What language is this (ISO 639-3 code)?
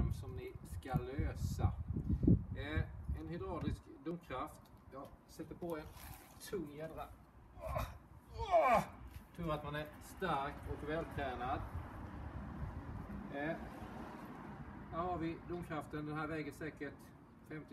swe